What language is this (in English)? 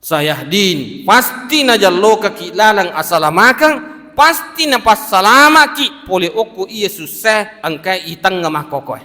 Buginese